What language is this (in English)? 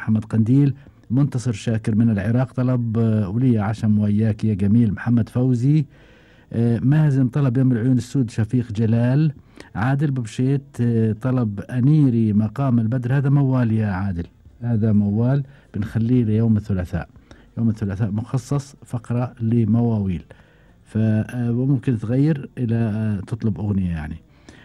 Gulf Arabic